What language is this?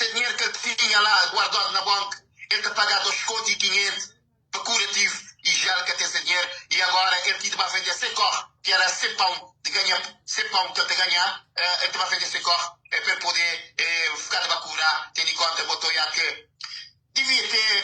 Kabuverdianu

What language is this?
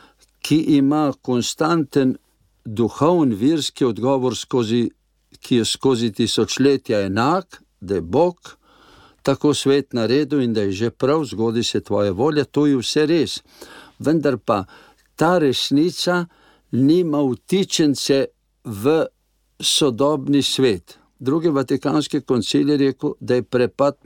Slovenian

